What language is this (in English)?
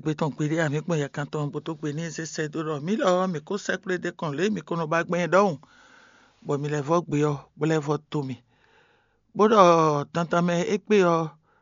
Fon